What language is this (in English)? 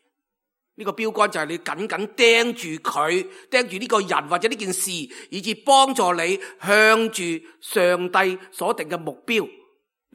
Cantonese